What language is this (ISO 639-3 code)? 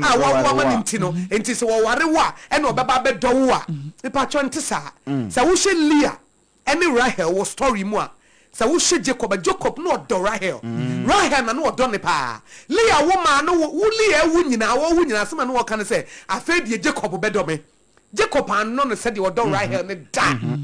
aka